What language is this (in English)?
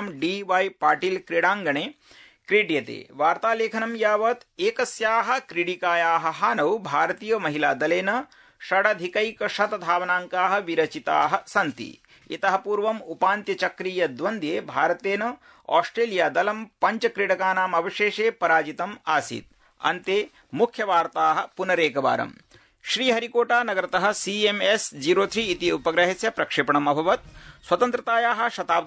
Sanskrit